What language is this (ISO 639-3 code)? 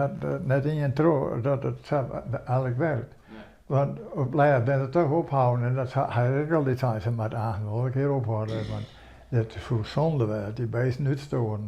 fry